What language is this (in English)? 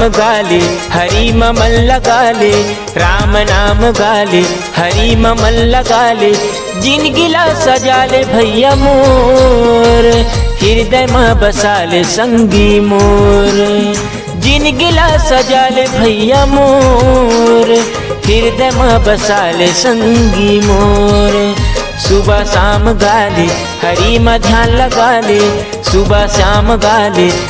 Chhattisgarhi